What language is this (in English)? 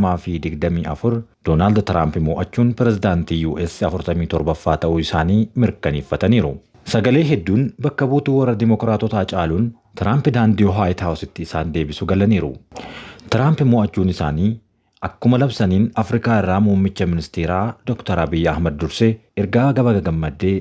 Oromo